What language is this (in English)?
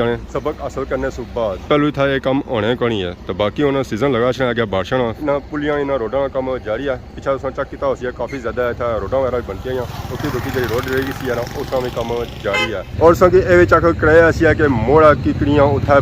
Pahari-Potwari